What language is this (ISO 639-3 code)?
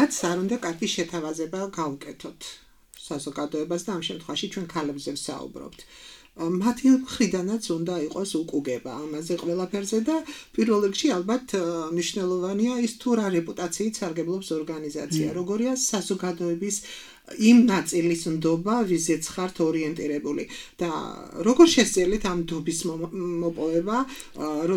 kat